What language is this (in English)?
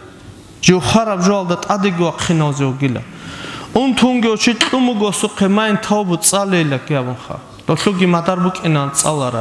Avaric